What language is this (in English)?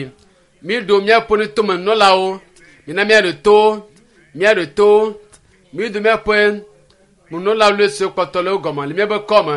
Ewe